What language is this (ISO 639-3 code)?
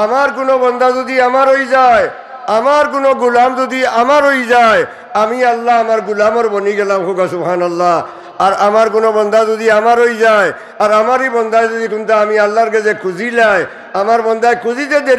syl